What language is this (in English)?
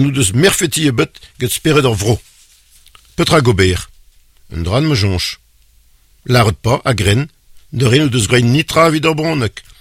Breton